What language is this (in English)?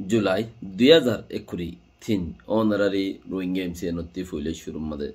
Rohingya